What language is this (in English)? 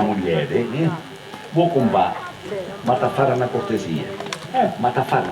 Sicilian